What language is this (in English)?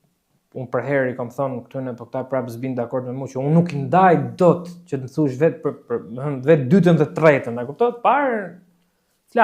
Albanian